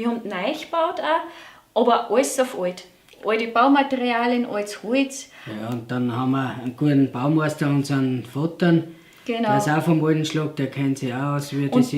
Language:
Bavarian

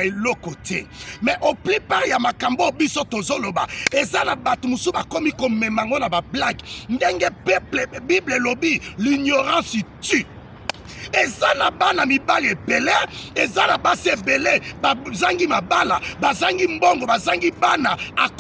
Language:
Lingala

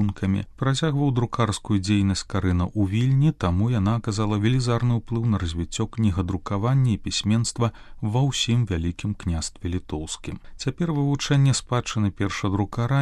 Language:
Belarusian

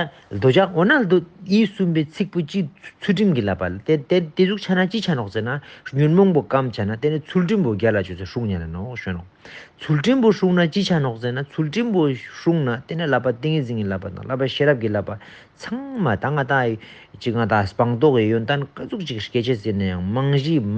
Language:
Ladakhi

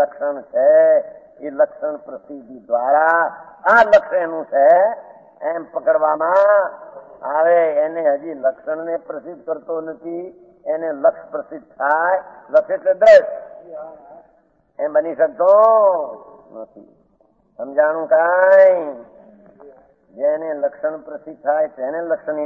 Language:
Gujarati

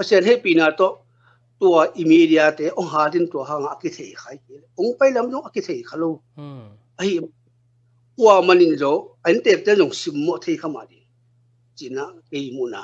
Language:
Tedim Chin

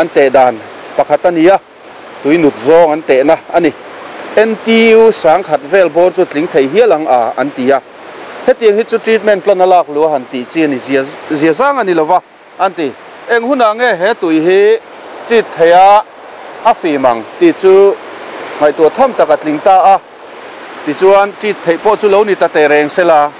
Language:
Mizo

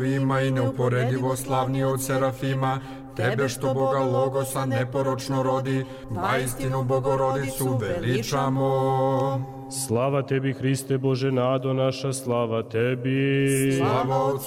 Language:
Serbian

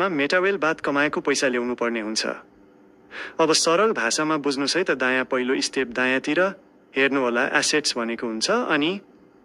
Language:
Nepali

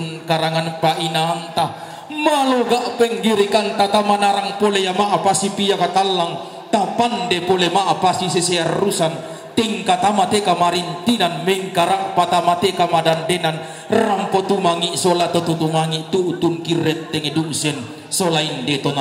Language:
Toraja-Sa'dan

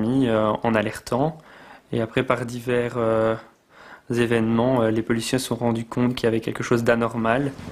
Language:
French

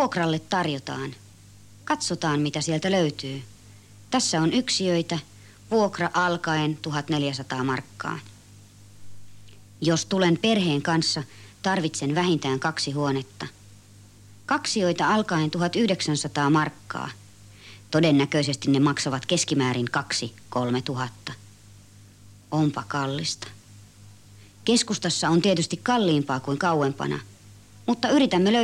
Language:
Finnish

